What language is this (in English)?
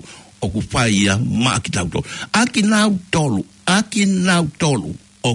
Tongan